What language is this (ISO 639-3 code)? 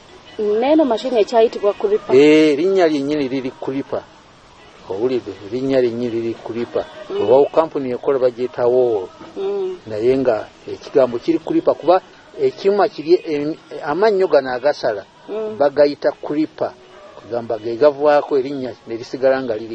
lug